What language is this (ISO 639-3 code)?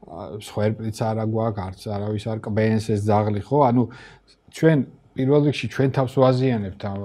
kat